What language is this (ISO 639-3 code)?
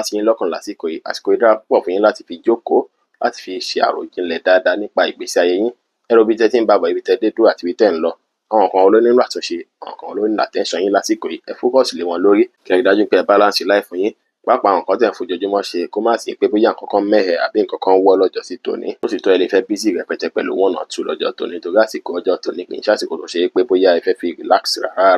yor